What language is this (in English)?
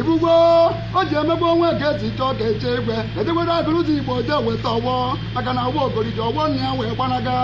Igbo